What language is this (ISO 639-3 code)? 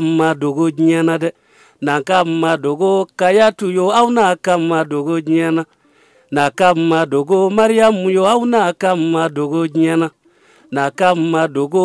bam